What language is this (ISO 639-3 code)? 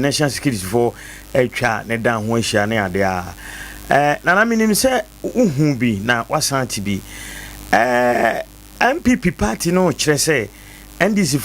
aka